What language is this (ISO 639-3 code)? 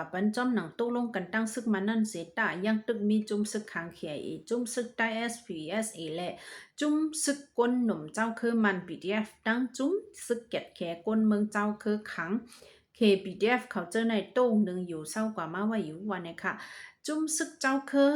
shn